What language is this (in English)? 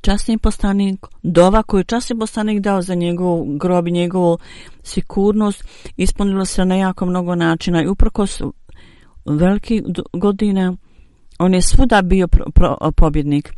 Bosnian